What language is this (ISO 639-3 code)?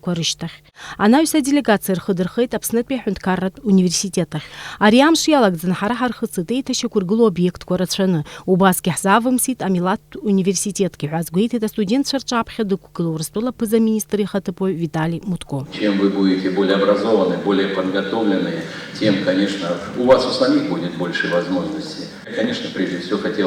abk